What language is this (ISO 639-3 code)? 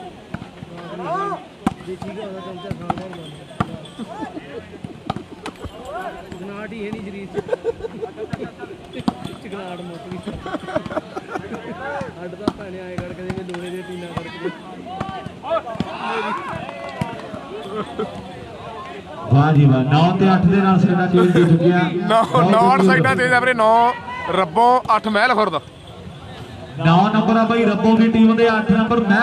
pan